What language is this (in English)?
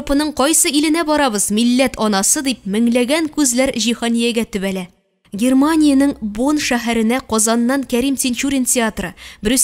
Tatar